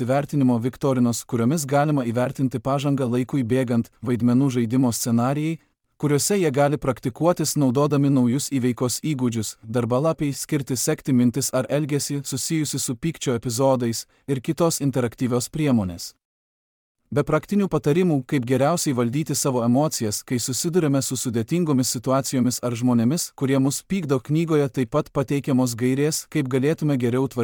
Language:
Lithuanian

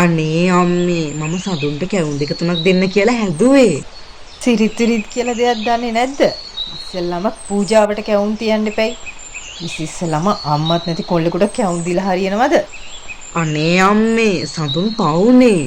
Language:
Sinhala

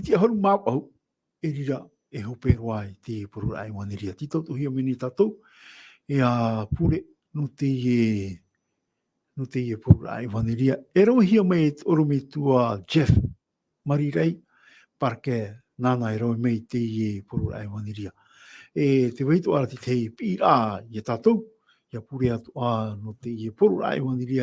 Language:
Tahitian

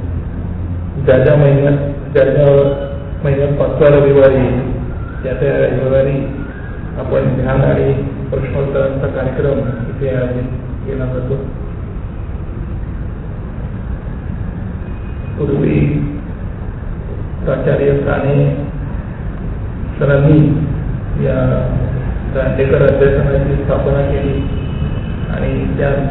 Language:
Marathi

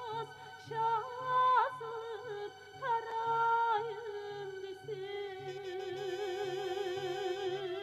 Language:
Kara-Kalpak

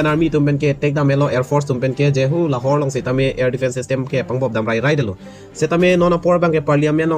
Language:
Karbi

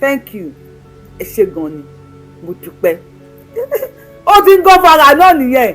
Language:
Yoruba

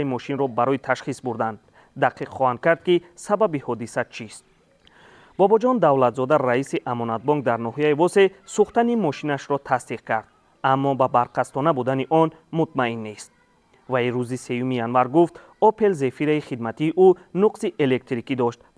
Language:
Tajik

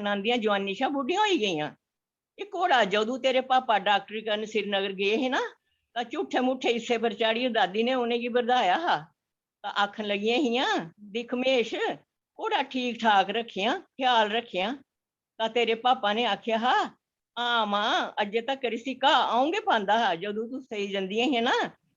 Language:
Dogri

